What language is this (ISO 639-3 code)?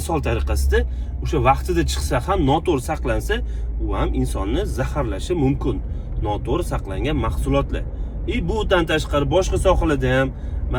uzb